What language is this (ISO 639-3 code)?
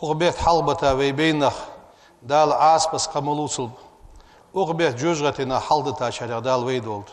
inh